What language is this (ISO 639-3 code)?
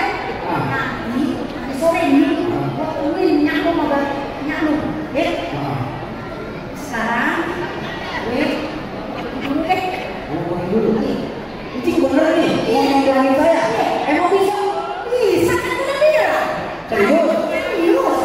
bew